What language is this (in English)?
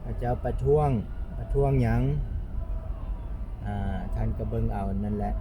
Lao